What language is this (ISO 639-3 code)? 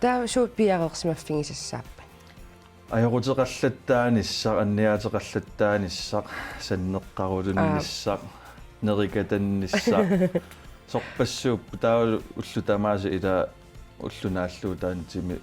kal